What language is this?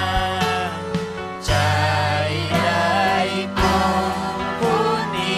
Ayacucho Quechua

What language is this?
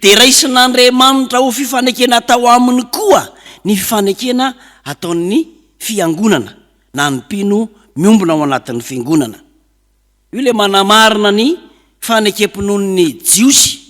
Malagasy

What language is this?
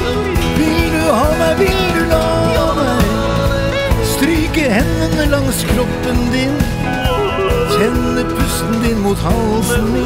Norwegian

